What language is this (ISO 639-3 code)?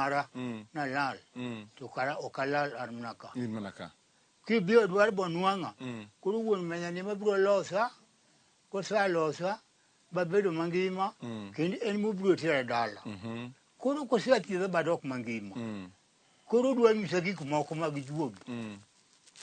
luo